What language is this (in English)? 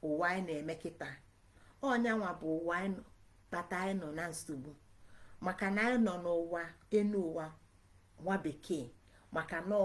Igbo